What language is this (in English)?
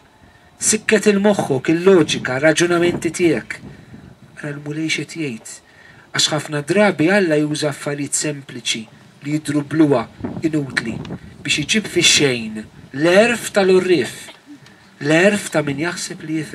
Maltese